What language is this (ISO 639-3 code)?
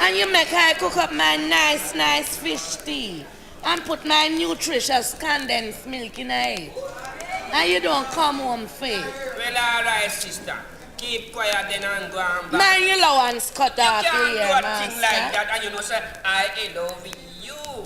jam